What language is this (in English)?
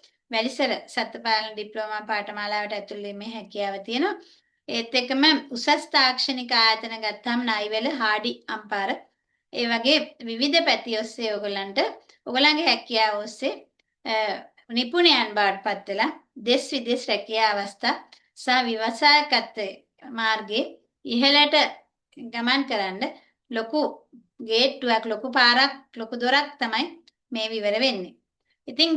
Sinhala